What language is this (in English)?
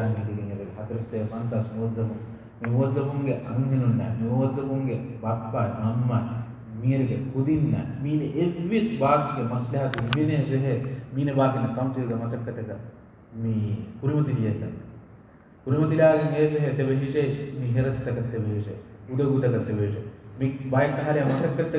Divehi